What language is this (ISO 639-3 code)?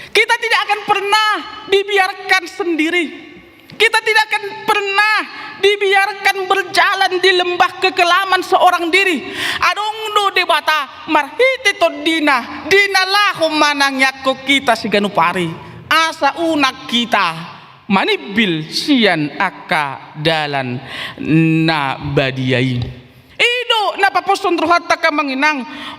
bbc